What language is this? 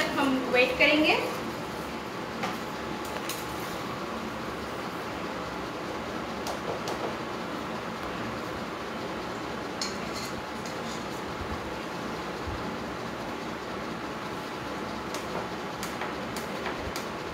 Hindi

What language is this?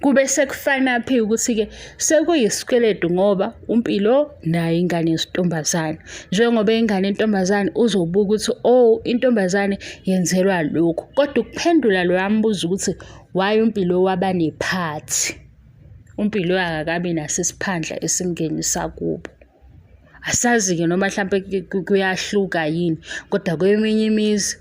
Zulu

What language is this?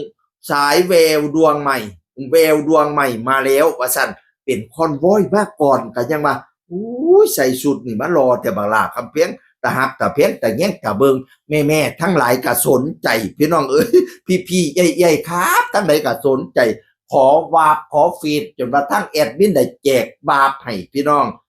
Northeastern Thai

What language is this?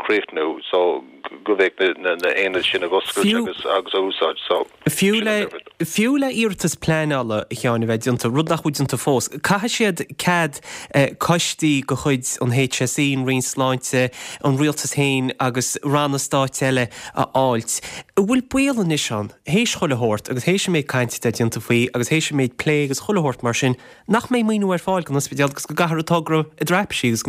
Irish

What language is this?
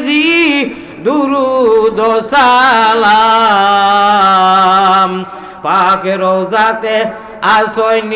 Sylheti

